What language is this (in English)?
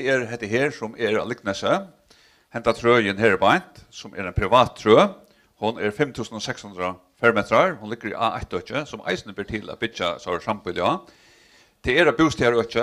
Faroese